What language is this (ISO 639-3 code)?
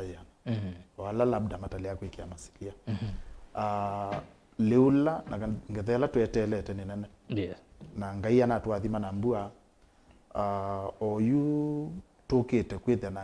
kam